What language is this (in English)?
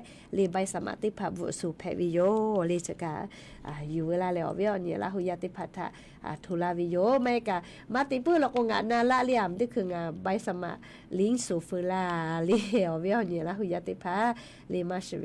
Lahu